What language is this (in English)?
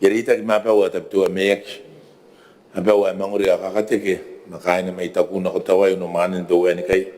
Gilbertese